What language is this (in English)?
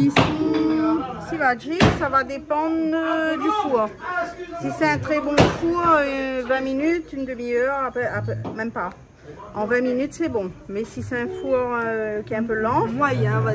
Réunion Creole French